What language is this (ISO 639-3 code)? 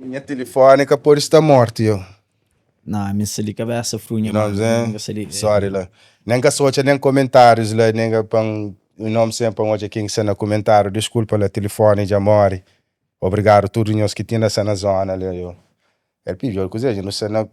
kea